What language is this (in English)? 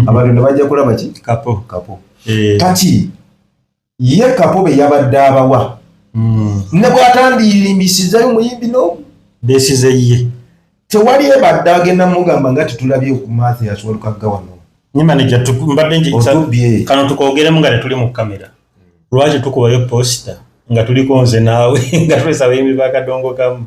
Ganda